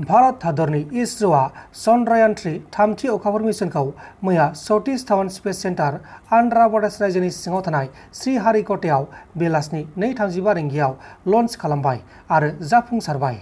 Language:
Bodo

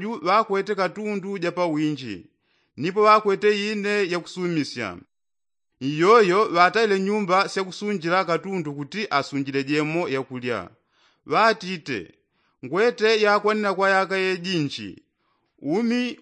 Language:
Yao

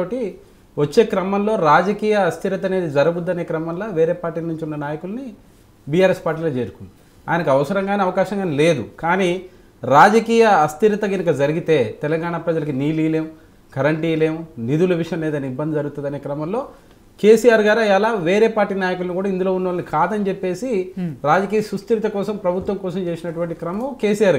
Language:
Telugu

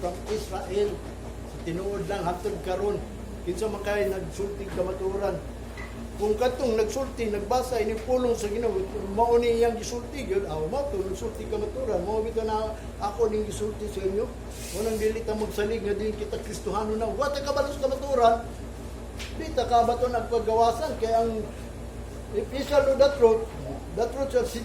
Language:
Cebuano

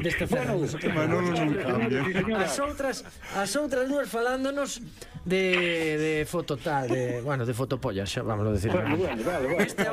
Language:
Galician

